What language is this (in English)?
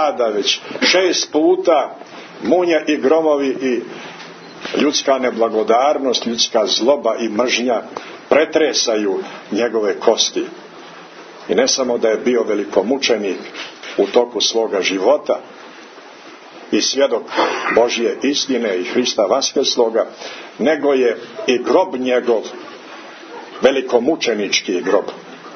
Serbian